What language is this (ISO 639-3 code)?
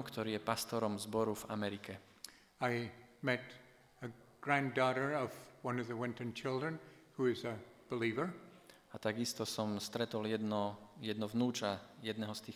slk